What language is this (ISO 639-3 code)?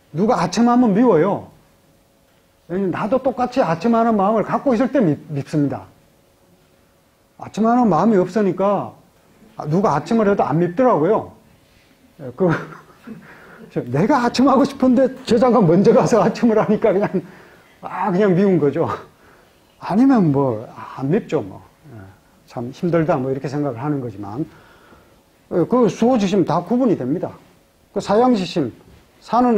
kor